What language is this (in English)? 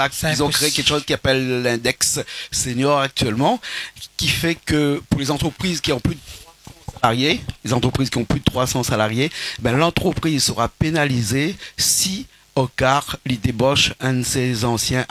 Réunion Creole French